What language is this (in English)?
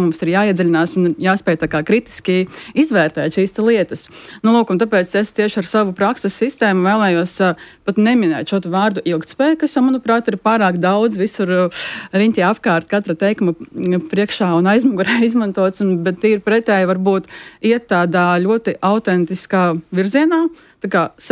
Latvian